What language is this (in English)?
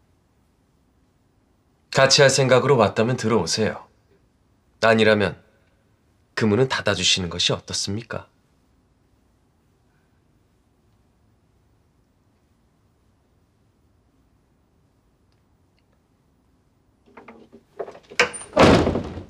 Korean